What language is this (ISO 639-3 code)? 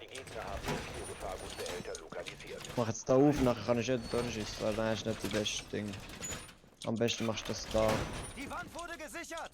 gsw